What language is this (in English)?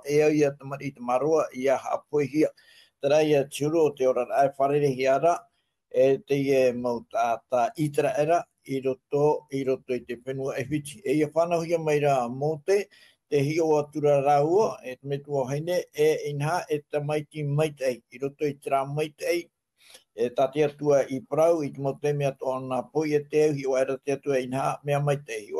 Tahitian